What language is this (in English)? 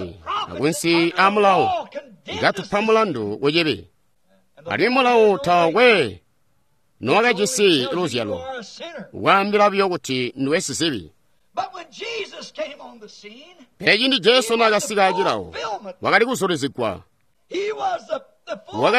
Tonga (Zambia)